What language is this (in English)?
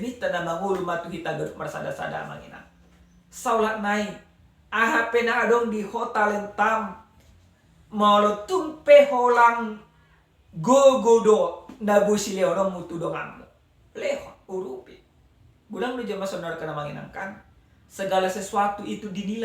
Batak Toba